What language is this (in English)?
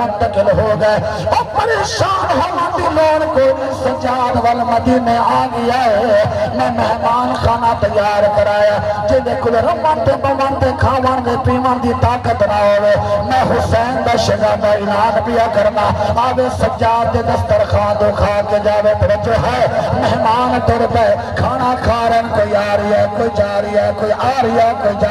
Saraiki